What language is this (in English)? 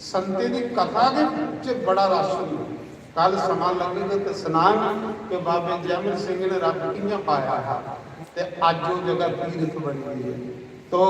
Dogri